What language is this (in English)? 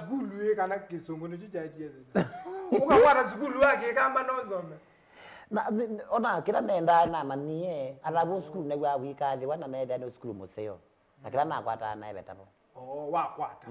Kamba